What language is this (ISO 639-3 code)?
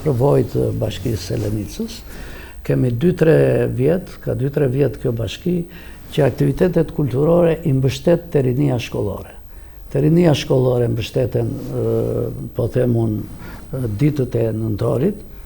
sqi